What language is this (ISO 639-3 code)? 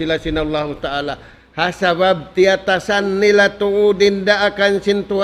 tsg